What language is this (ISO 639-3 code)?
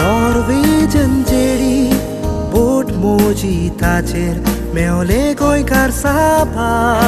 kok